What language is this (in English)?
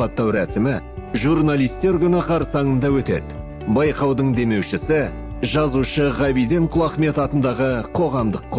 Kazakh